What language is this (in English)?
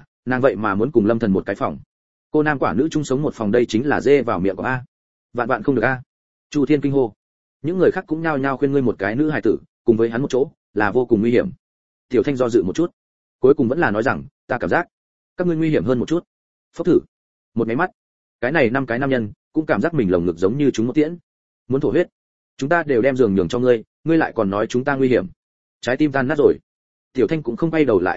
Vietnamese